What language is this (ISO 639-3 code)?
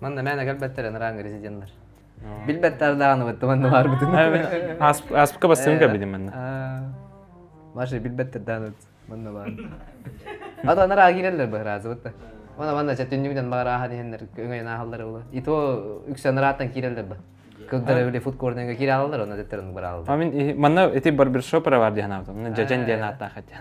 sah